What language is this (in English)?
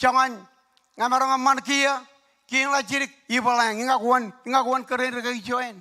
Marshallese